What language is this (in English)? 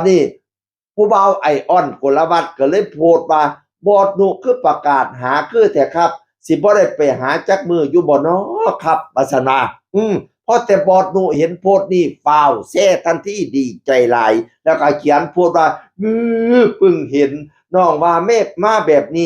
Northeastern Thai